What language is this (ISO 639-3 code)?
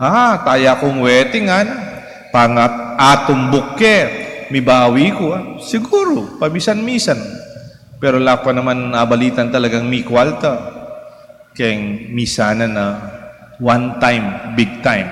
pam